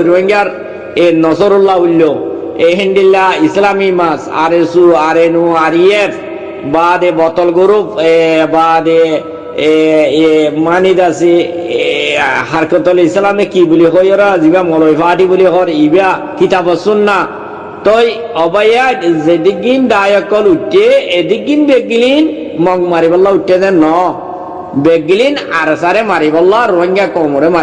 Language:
Rohingya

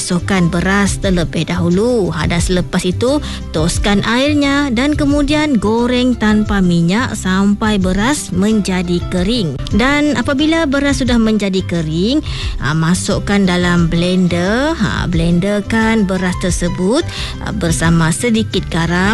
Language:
Malay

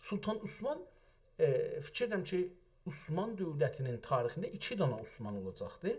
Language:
South Azerbaijani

